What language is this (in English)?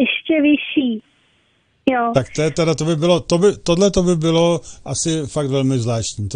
Czech